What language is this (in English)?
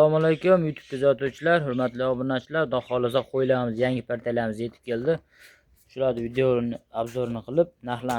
Uzbek